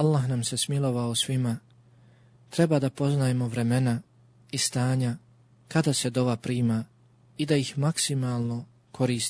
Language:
Bosnian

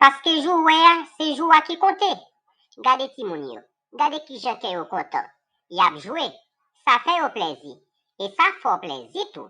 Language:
Haitian Creole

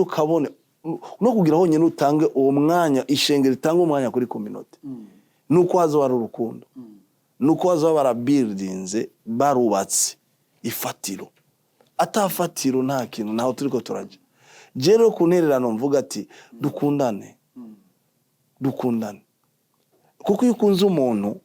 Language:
Rundi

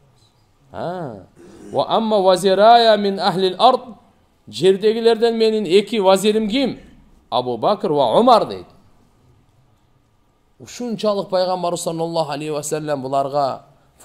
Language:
Kyrgyz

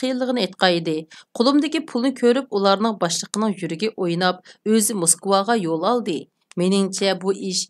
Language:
Uyghur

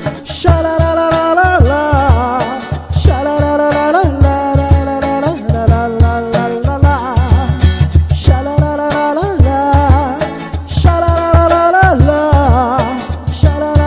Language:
Bangla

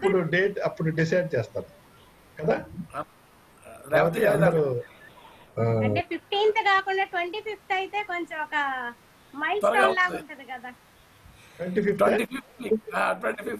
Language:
Telugu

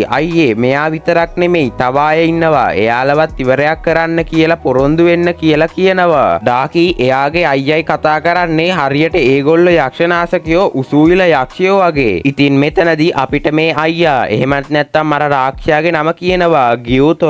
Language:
Sinhala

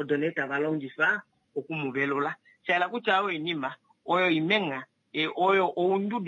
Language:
Kuanyama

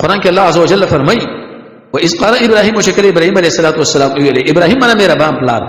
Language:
Pashto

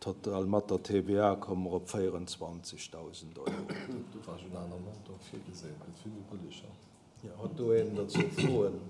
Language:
Luxembourgish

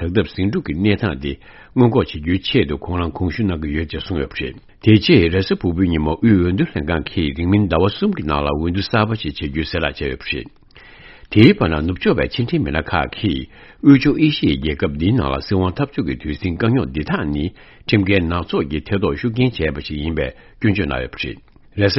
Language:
Tibetan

